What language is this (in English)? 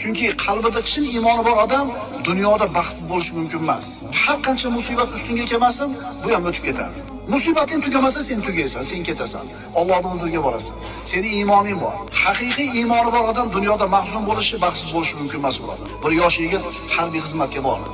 Uzbek